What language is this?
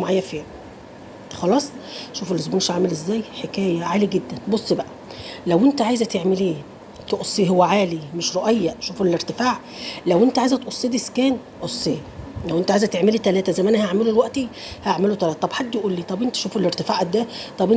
Egyptian Arabic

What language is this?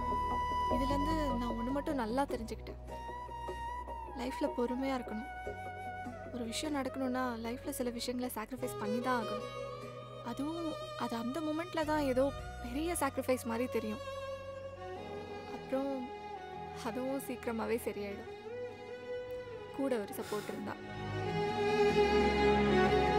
Tamil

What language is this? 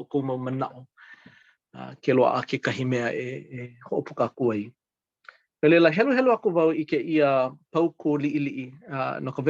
Hawaiian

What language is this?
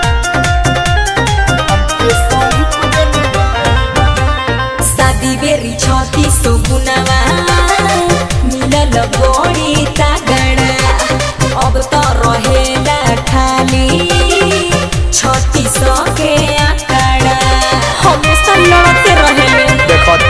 Bhojpuri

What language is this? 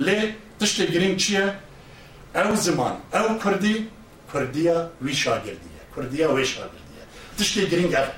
Kurdish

